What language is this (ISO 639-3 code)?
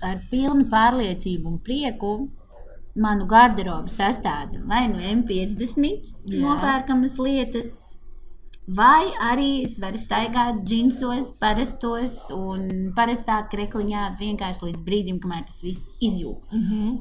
lav